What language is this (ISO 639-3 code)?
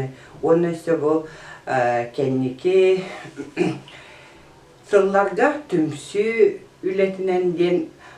sah